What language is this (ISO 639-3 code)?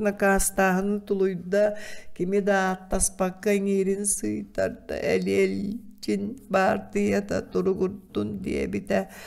sah